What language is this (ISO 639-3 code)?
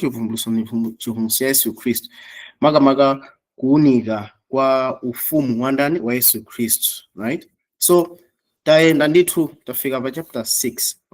nya